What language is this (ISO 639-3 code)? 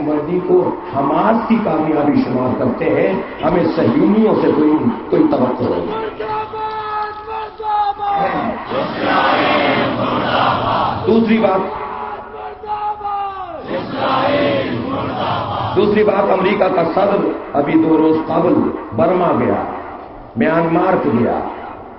urd